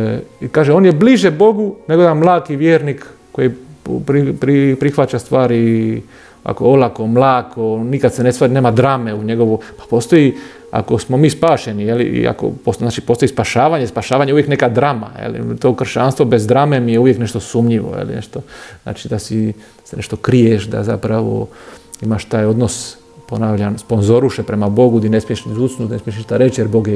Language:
Croatian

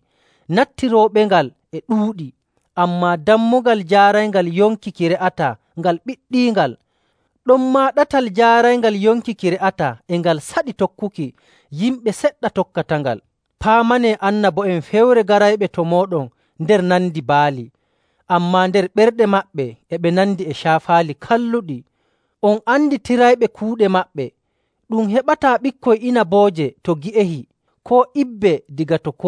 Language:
Nigerian Fulfulde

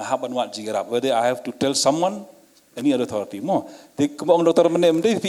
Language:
Khasi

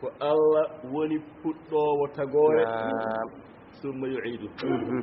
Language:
Fula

